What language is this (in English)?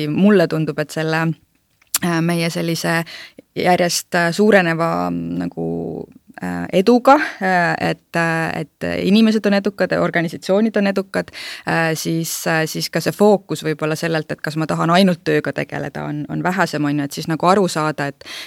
Estonian